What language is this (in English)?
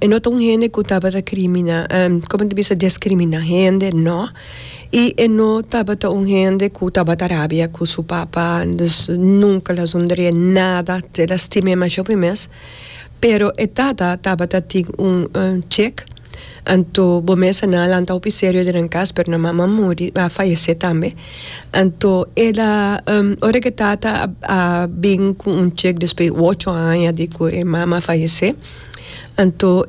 Papiamento